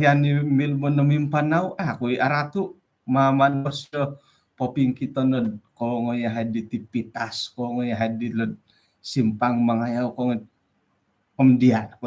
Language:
Central Dusun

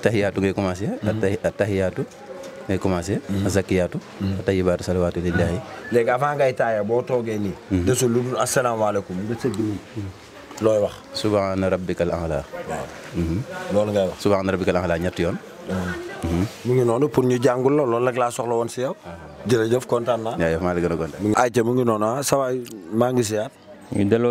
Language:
Wolof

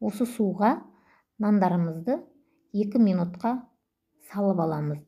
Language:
Kazakh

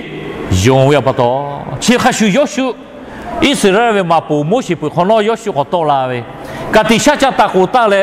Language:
Lahu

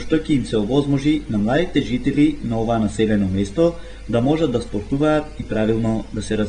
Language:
Macedonian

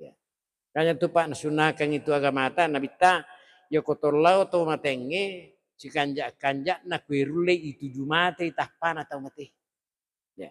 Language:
Buginese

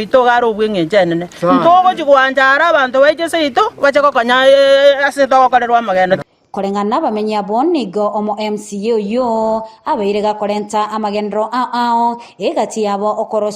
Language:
Gusii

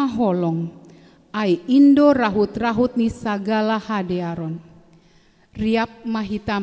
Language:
Batak Simalungun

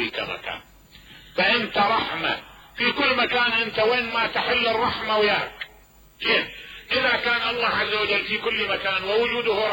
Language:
Mesopotamian Arabic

